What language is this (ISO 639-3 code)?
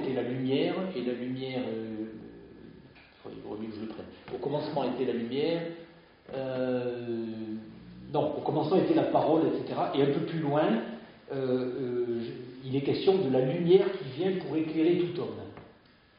fra